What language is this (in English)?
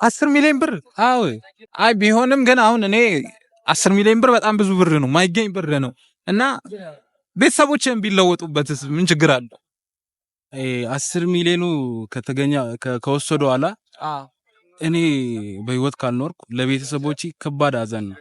Amharic